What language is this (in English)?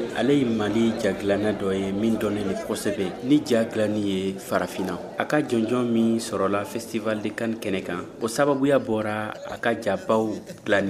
Bambara